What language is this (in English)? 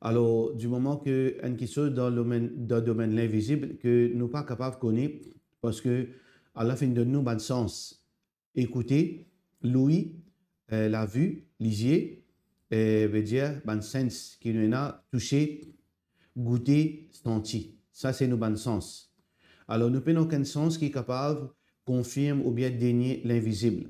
Morisyen